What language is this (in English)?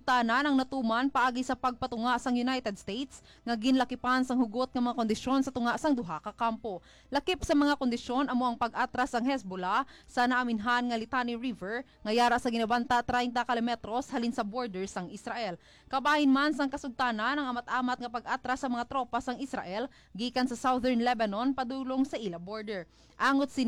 Hiligaynon